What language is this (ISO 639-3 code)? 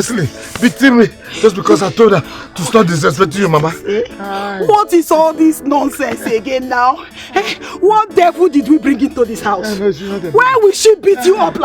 pcm